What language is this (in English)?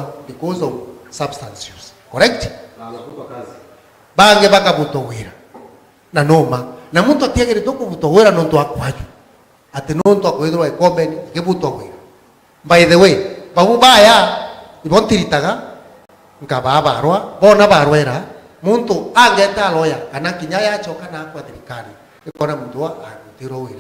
Meru